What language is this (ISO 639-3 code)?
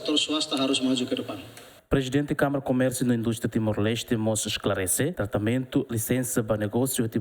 tet